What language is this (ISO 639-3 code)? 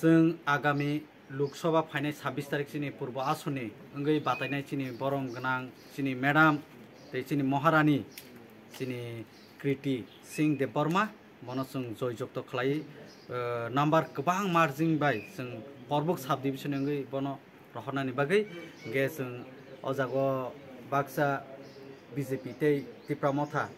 trp